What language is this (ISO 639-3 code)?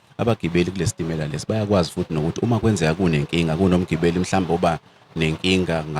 zul